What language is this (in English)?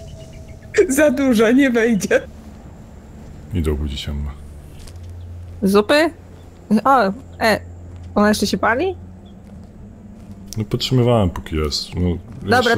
Polish